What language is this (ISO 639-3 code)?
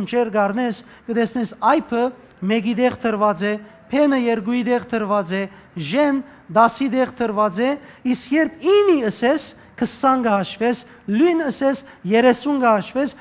hyw